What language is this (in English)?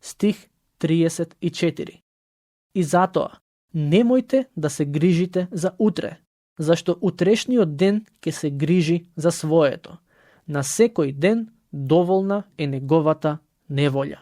Macedonian